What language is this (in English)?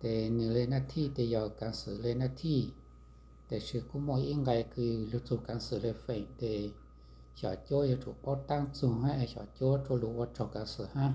Hmong